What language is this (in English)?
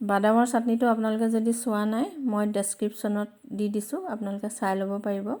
Assamese